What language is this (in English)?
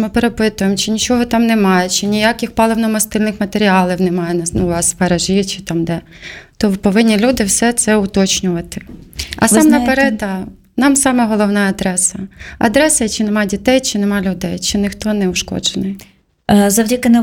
Ukrainian